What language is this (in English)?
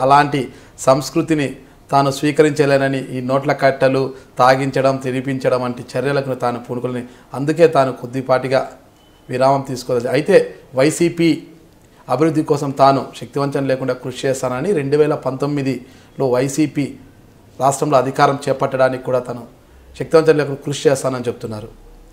Telugu